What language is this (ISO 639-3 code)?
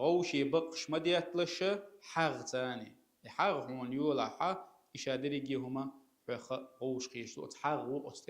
che